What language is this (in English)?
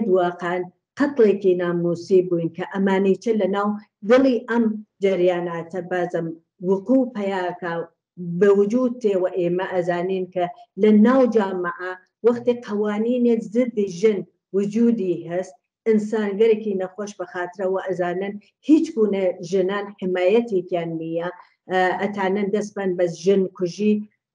Central Kurdish